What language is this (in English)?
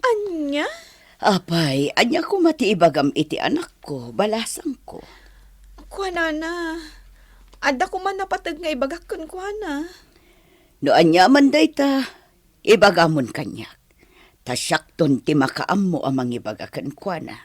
Iloko